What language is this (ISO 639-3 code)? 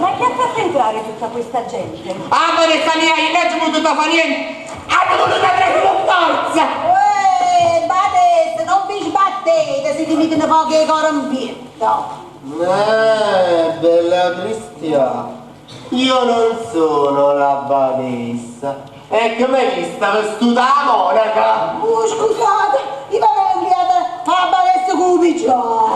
nap